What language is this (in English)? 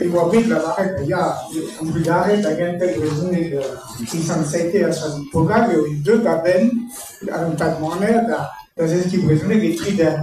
Breton